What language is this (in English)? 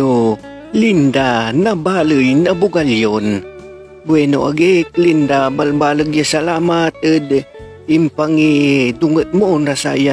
Pangasinan